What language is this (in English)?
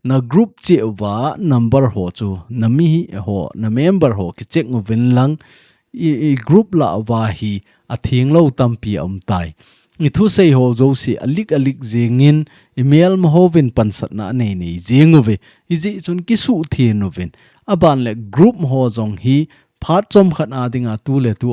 Thado Chin